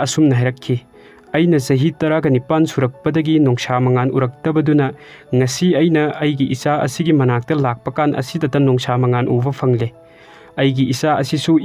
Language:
Manipuri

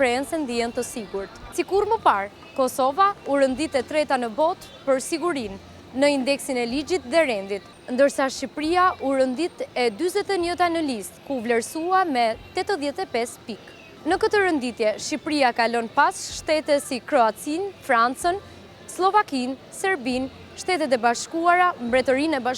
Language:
Albanian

